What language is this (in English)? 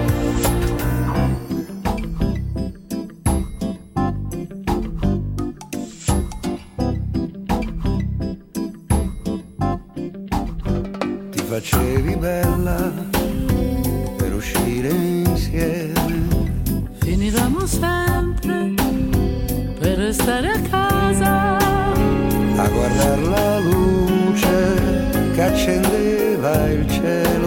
Italian